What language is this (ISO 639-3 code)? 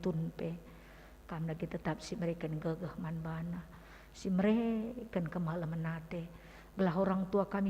btx